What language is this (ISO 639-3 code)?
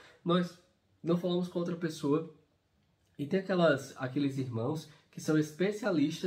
por